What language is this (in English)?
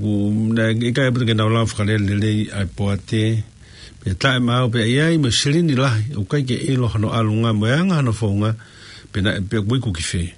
Tongan